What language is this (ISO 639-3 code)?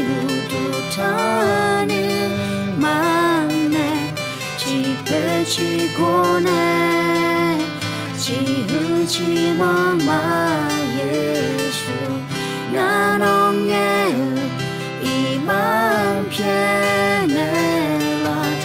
ahk